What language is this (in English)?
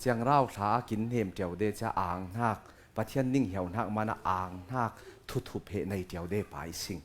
Falam Chin